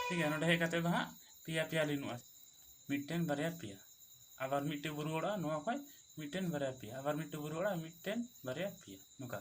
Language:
Santali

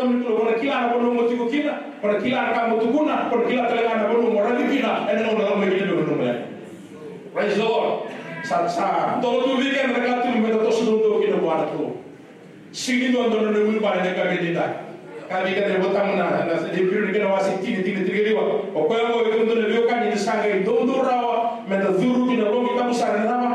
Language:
Fijian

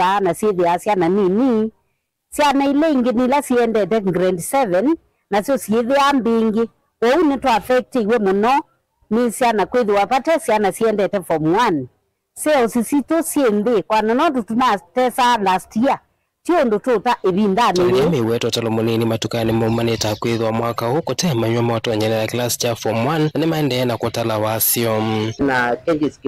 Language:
Kamba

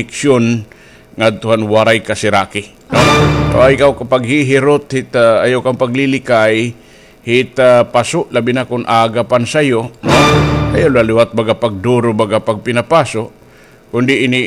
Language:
Waray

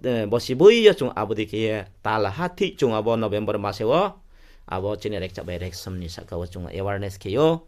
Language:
Riang (India)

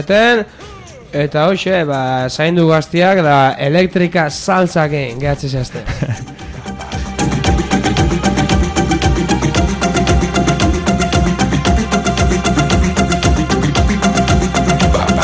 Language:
Basque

